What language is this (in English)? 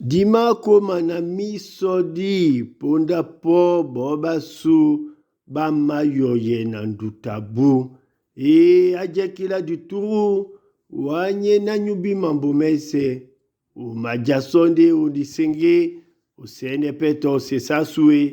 Duala